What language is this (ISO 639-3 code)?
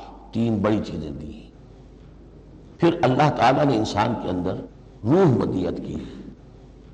urd